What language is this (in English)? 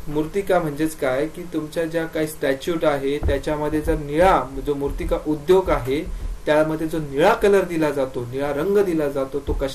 Marathi